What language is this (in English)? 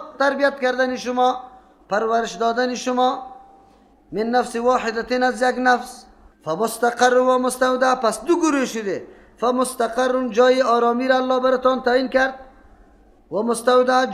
Persian